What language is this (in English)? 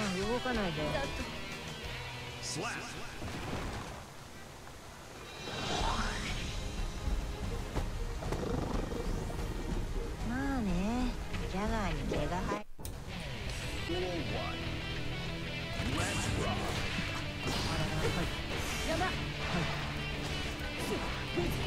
Japanese